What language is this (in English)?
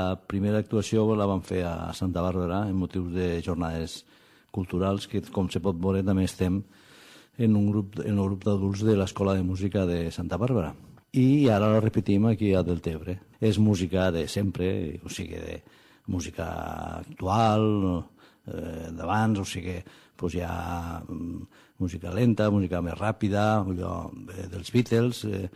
Catalan